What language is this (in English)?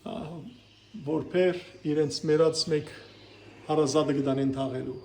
Western Armenian